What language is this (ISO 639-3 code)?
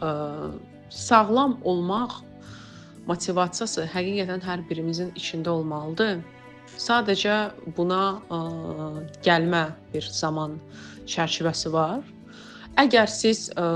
aze